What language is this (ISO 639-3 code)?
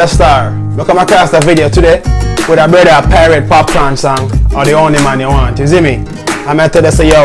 jam